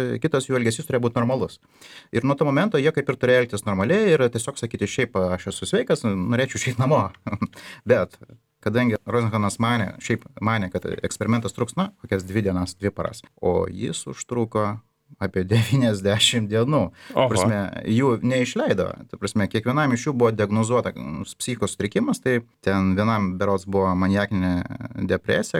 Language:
Lithuanian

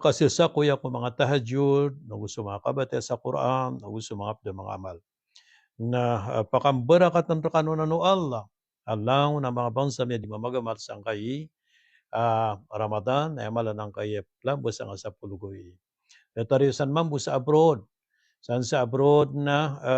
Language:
Maranao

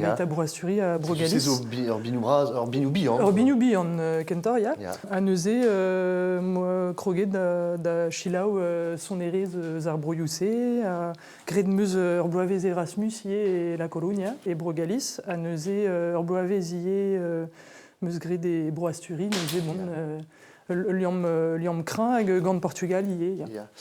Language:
Breton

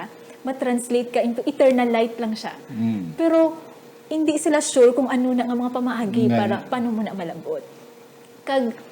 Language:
Hiligaynon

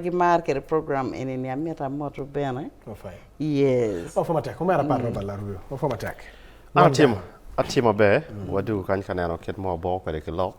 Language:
Acoli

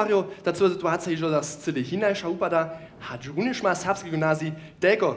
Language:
Upper Sorbian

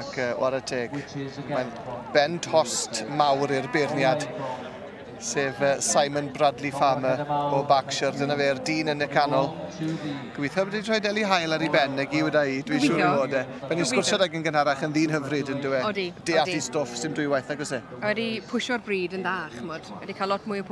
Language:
Welsh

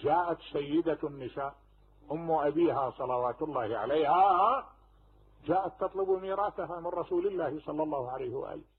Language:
Mesopotamian Arabic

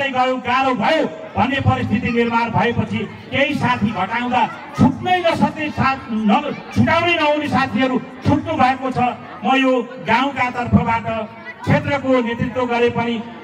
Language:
Nepali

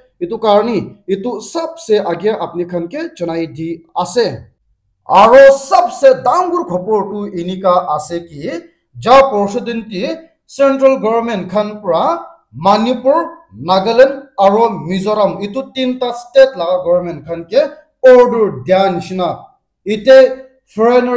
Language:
Naga Pidgin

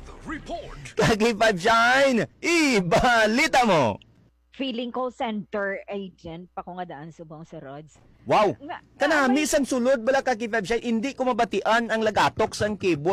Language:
Hiligaynon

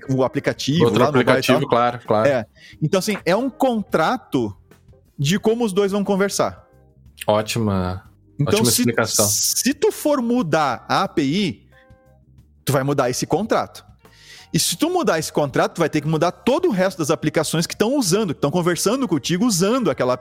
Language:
Portuguese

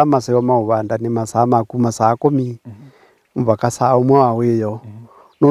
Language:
Kamba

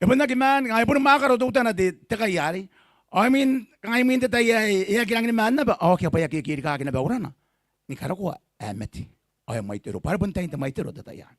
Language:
Gilbertese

